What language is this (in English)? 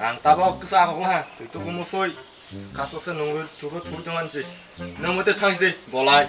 Kok Borok